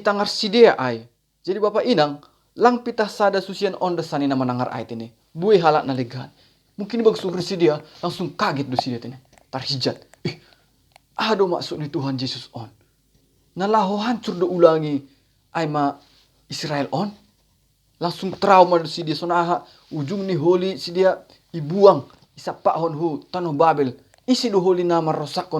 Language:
Batak Simalungun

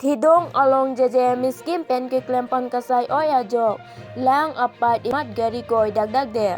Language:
Karbi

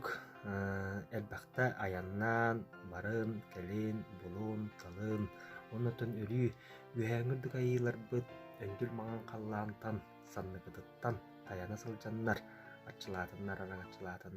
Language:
Yakut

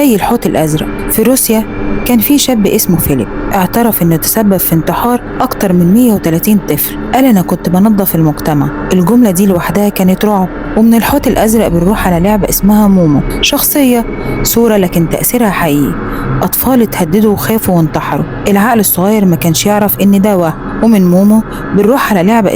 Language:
Egyptian Arabic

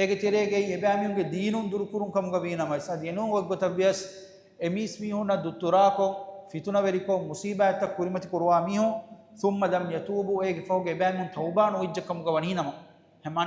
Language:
Divehi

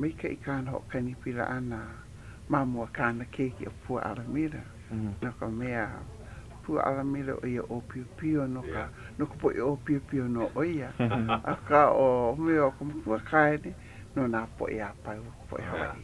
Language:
Hawaiian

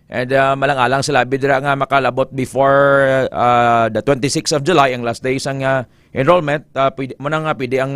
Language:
Hiligaynon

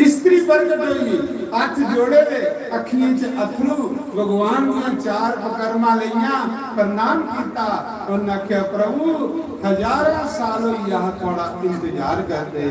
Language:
Dogri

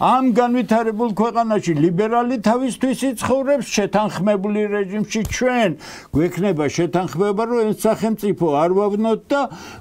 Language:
Georgian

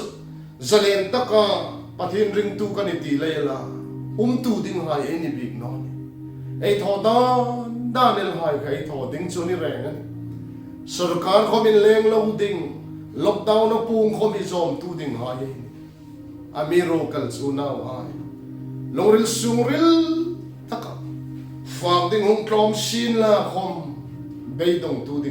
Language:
Hmar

